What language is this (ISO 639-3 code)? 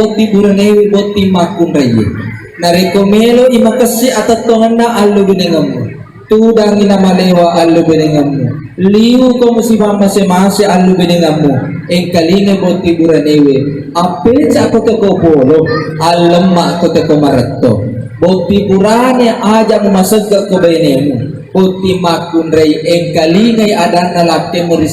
bug